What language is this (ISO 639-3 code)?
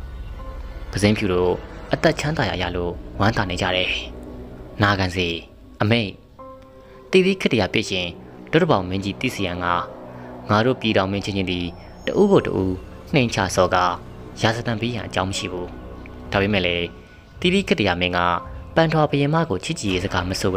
mya